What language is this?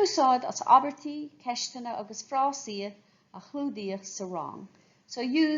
Irish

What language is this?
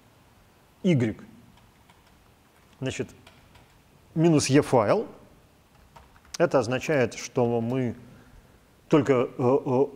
Russian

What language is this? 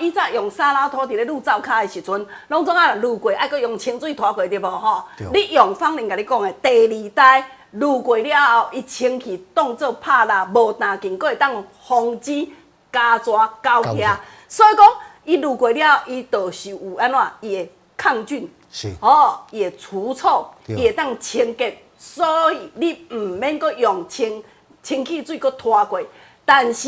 Min Nan Chinese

